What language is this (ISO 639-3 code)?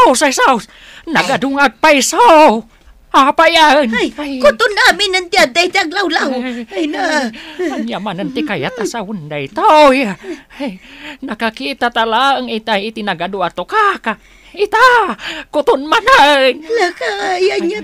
ilo